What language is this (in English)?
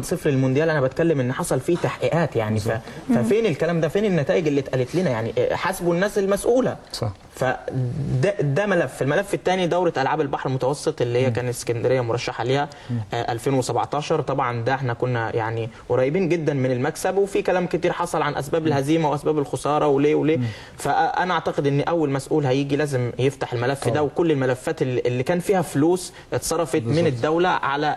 Egyptian Arabic